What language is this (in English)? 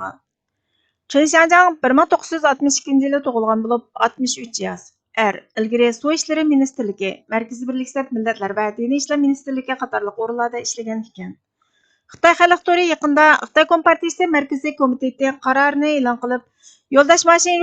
Uyghur